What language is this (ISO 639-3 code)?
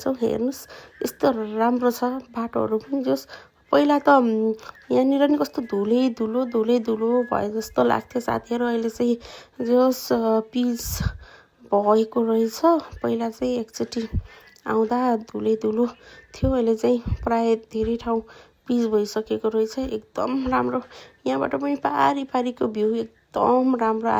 nep